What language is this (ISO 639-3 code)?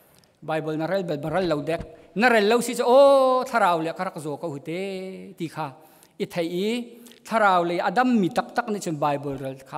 cnh